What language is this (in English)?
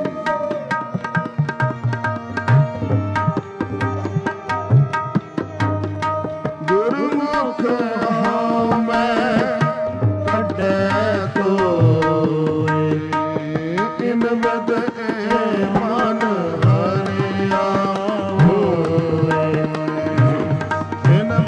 Punjabi